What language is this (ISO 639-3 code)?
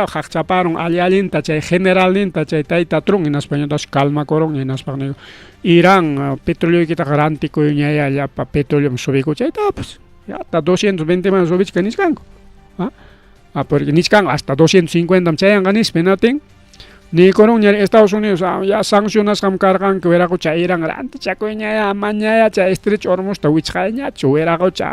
quy